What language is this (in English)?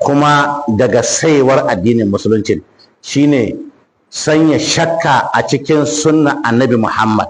Hausa